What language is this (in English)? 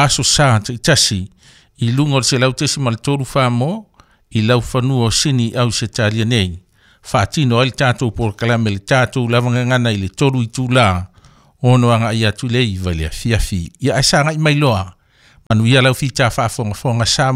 Samoan